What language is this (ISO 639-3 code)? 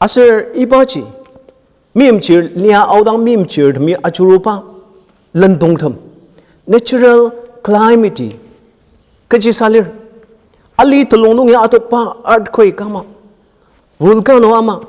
njo